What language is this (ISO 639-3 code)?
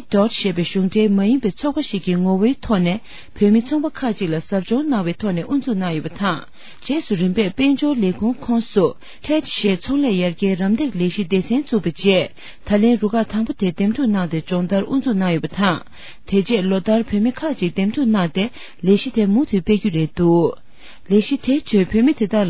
bod